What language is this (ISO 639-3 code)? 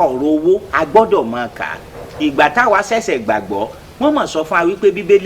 yor